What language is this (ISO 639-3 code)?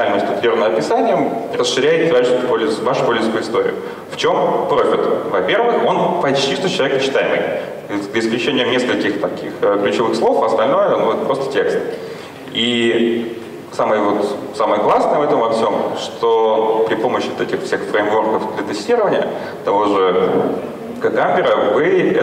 rus